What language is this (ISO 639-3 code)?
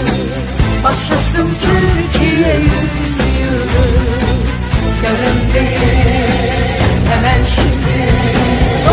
tur